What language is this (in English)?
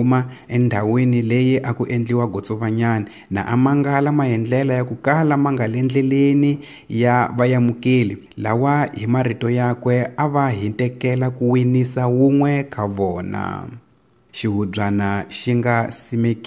Tsonga